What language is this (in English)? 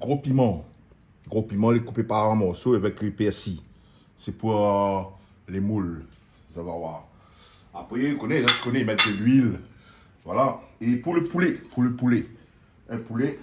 Réunion Creole French